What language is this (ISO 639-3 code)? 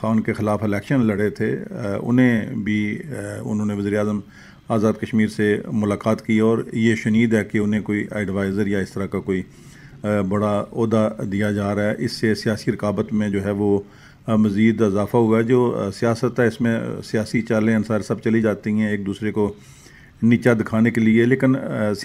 urd